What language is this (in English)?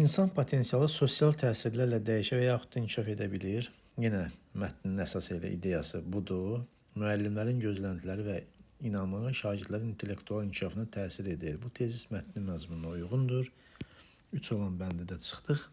Azerbaijani